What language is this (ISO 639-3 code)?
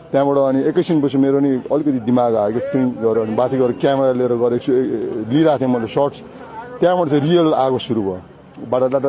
nep